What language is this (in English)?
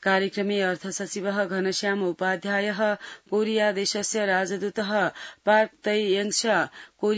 Sanskrit